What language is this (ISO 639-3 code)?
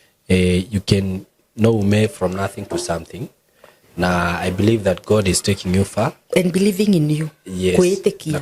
kik